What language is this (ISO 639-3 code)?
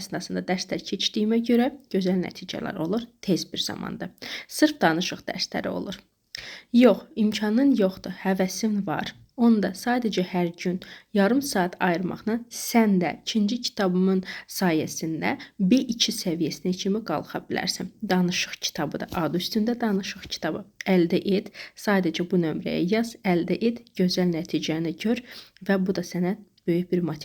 aze